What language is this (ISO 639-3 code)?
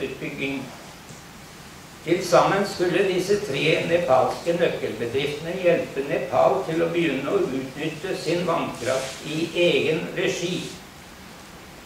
nor